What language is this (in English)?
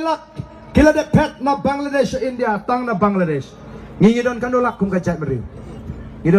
Khasi